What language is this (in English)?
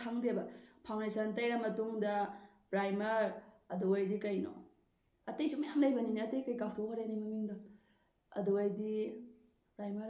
Manipuri